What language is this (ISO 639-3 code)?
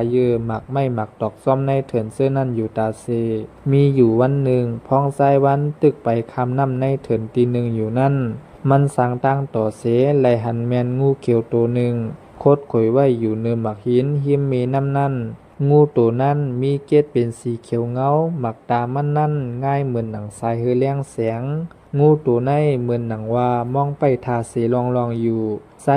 shn